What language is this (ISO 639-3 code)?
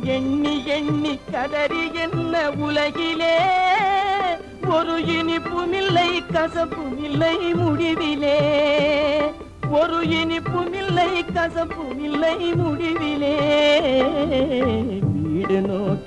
tam